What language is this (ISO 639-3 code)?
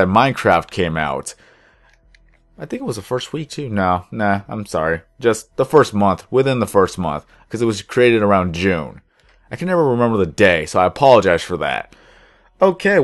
eng